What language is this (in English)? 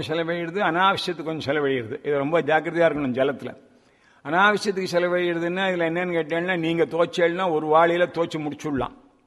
Tamil